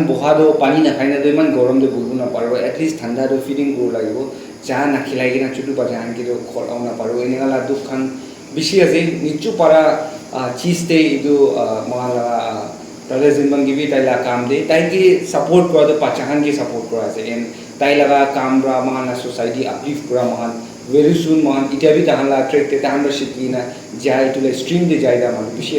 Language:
Naga Pidgin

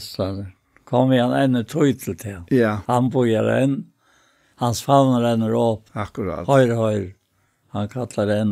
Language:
Faroese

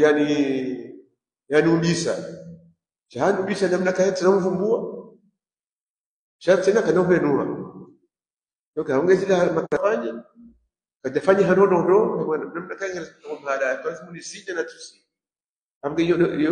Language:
Swahili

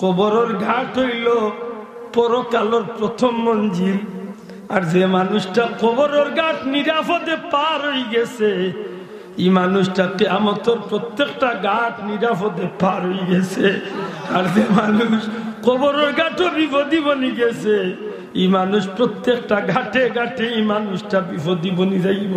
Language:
Sylheti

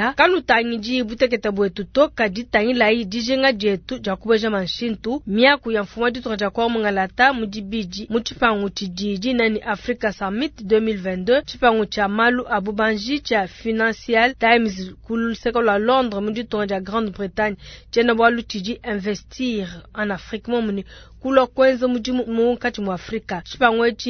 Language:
Luba-Lulua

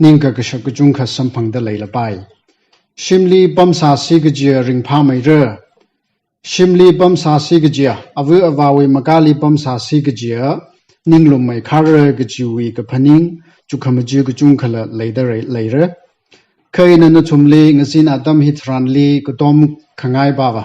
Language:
Tangkhul Naga (India)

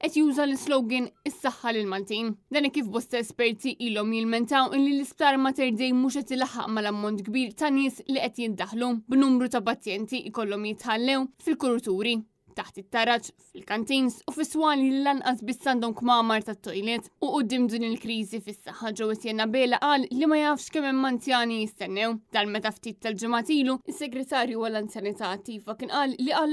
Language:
Maltese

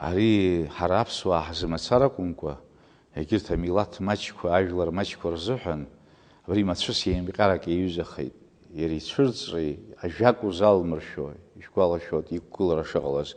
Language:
Abkhazian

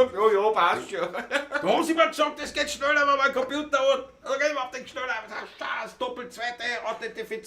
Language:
Bavarian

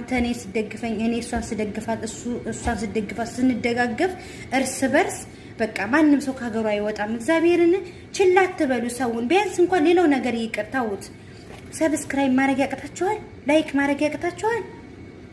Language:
Amharic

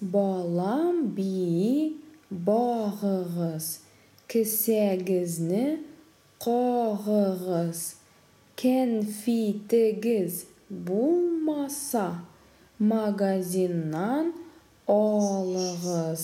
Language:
Tatar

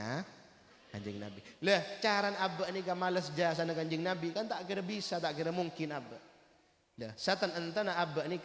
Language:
Madurese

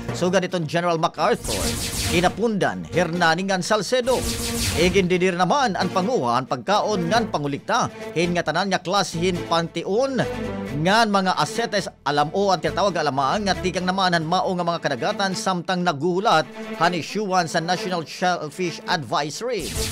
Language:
Waray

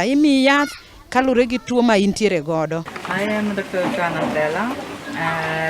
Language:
Luo (Kenya and Tanzania)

